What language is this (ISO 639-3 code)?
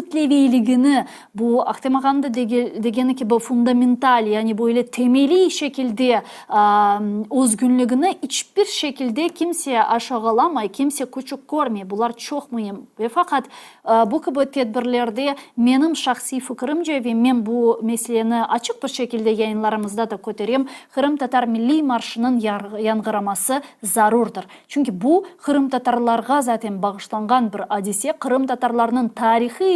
crh